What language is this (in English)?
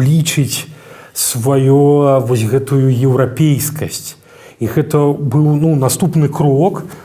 Belarusian